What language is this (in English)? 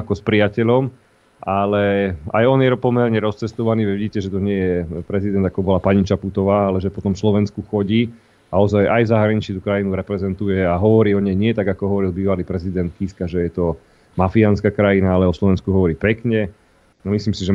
Slovak